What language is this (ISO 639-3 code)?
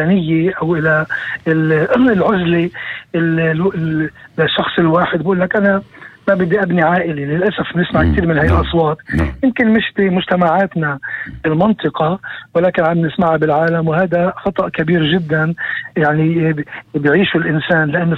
apc